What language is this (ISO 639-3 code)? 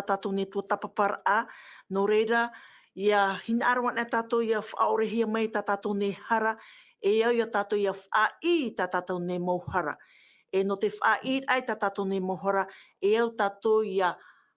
tah